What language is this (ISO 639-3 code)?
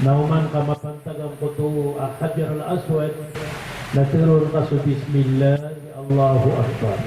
mrw